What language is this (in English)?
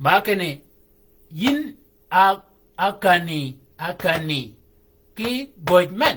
Shilluk